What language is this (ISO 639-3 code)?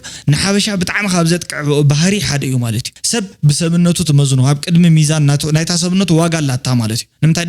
tir